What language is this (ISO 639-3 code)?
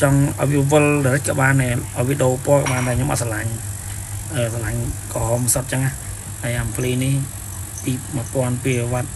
khm